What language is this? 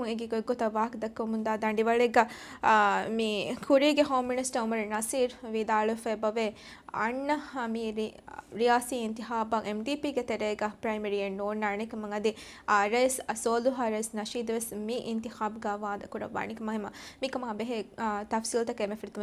Divehi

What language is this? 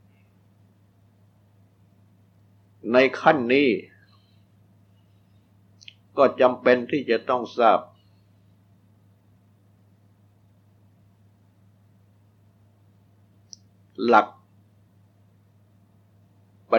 Thai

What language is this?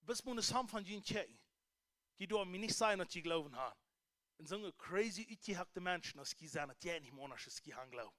Plautdietsch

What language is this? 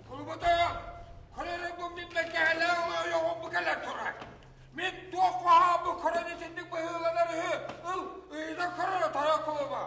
Yakut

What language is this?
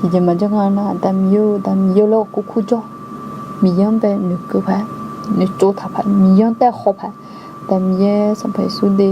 Akha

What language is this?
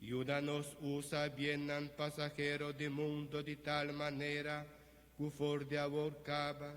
Papiamento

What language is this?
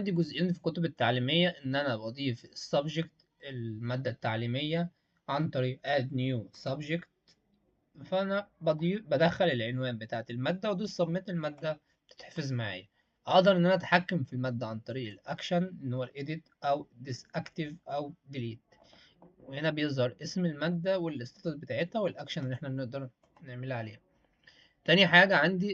Egyptian Arabic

